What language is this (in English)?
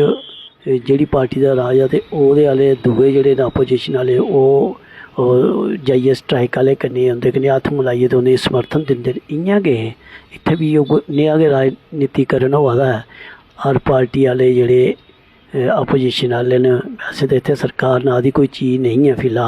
Dogri